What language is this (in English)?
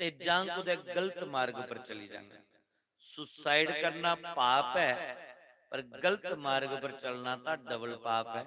Dogri